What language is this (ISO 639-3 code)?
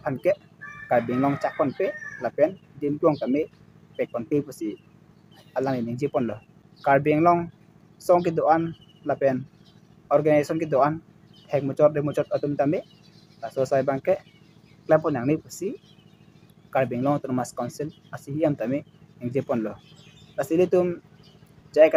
mjw